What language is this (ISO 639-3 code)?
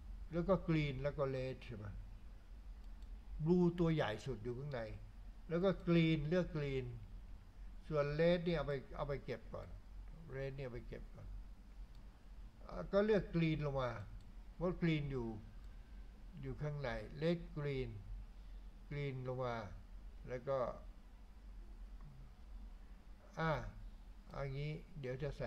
tha